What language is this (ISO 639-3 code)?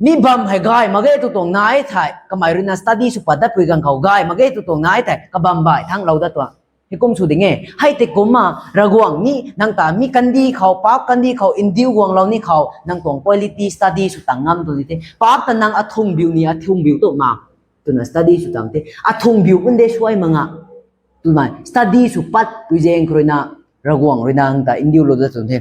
nbu